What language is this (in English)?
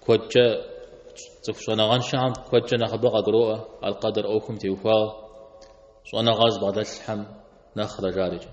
Kabardian